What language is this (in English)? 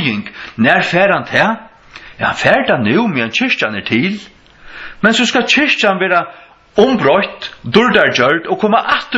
Faroese